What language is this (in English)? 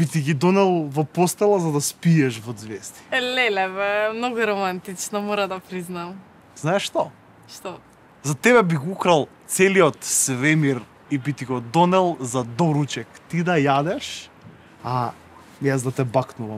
Macedonian